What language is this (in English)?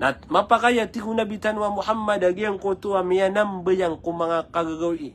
Maranao